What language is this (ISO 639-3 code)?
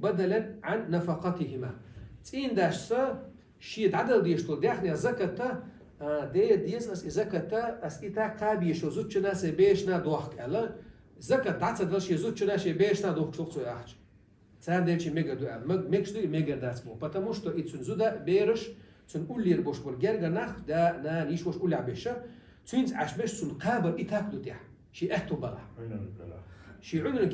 che